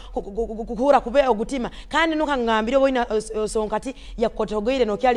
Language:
Nyoro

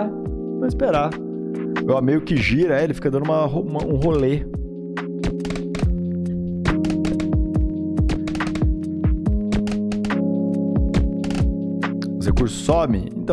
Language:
Portuguese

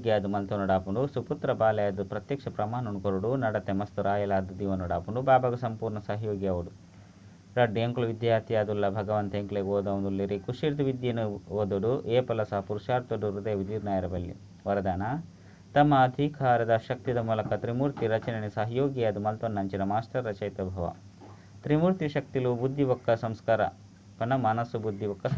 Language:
Tulu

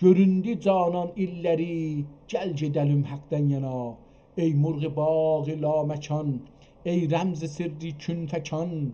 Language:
South Azerbaijani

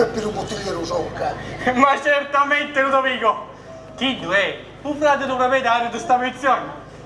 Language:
Sicilian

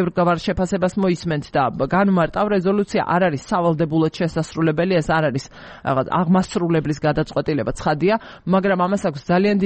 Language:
Georgian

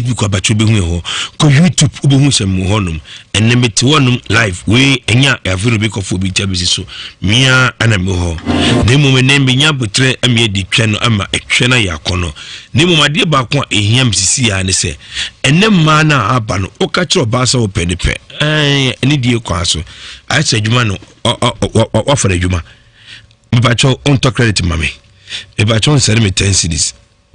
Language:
Akan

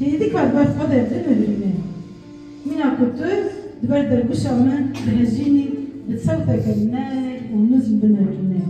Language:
Kurdish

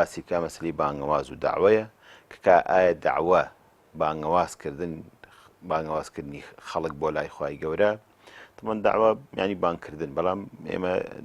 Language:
Central Kurdish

